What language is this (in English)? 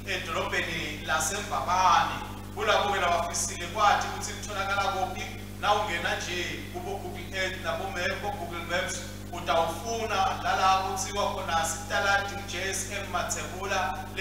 Swati